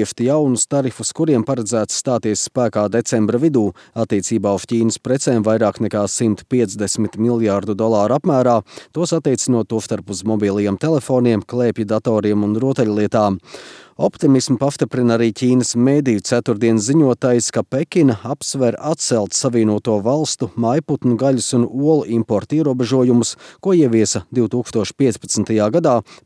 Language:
Latvian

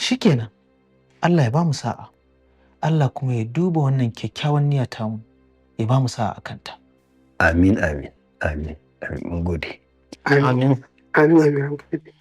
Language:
Hausa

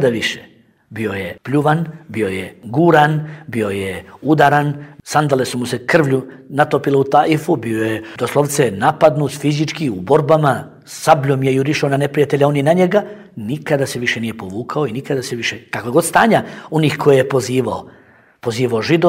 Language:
Bosnian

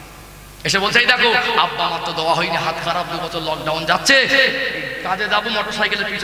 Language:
Bangla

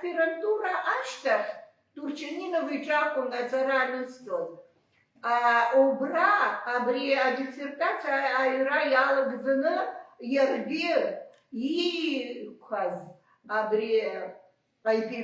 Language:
Abkhazian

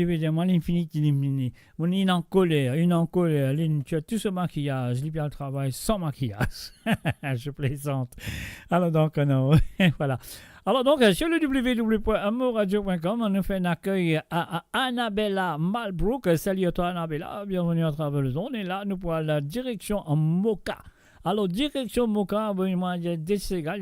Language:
Morisyen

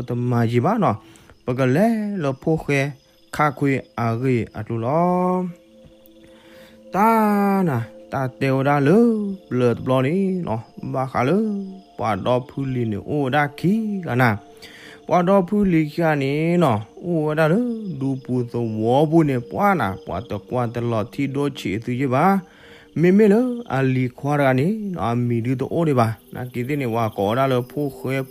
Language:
S'gaw Karen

